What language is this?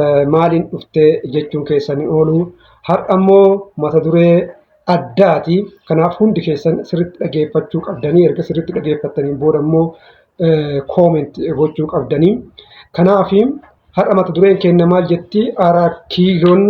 Oromo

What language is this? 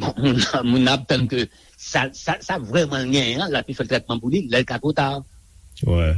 Haitian Creole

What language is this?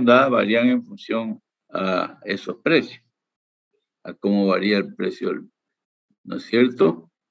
Spanish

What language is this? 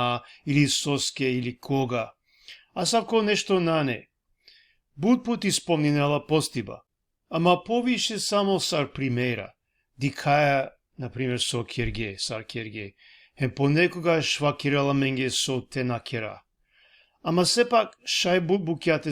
Balkan Romani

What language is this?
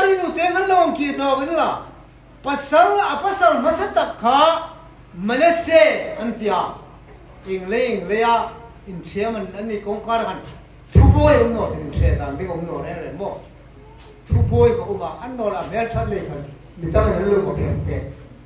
Hmar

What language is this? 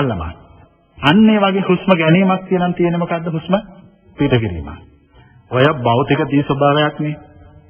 Sinhala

